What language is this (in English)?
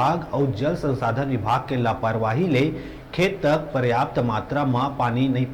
Chhattisgarhi